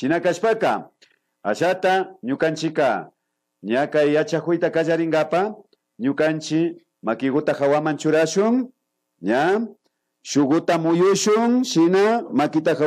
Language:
Imbabura Highland Quichua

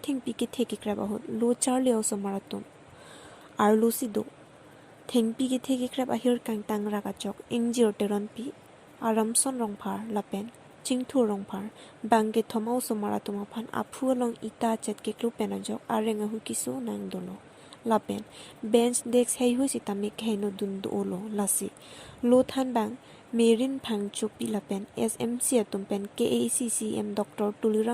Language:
Karbi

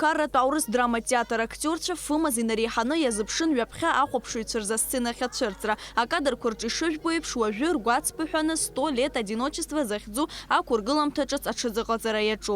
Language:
Abkhazian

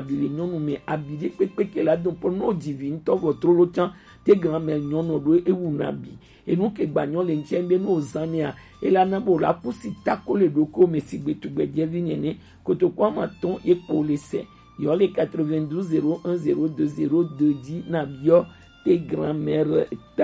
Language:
Gen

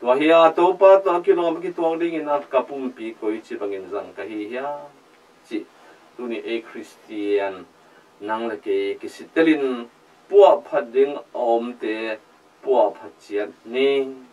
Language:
Tedim Chin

